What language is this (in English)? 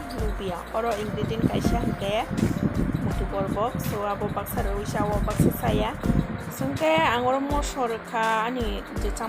Kok Borok